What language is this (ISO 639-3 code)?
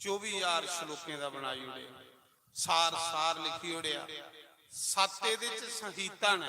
doi